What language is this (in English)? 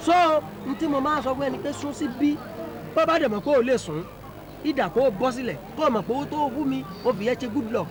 Yoruba